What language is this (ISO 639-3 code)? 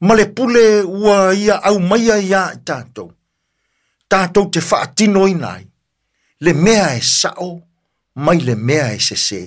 smo